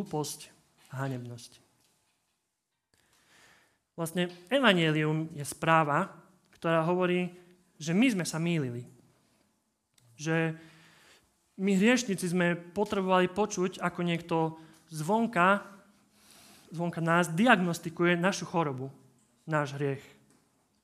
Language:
Slovak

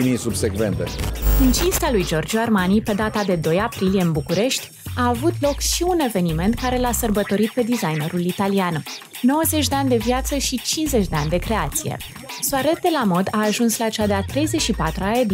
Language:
Romanian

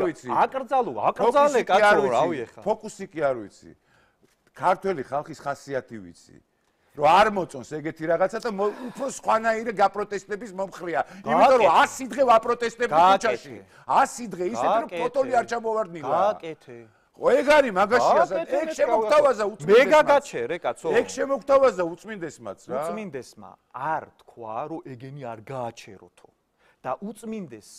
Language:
Georgian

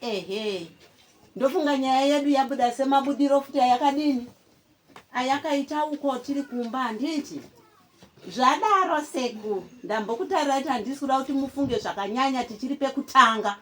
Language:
Shona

